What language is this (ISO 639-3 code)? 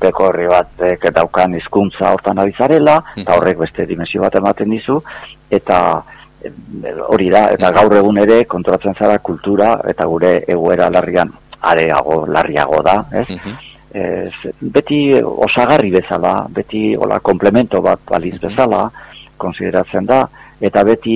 eus